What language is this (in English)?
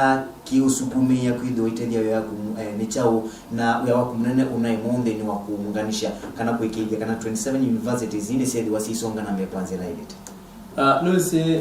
Kamba